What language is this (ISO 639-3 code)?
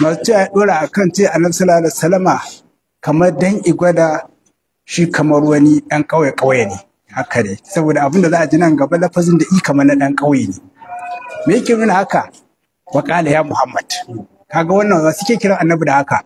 hau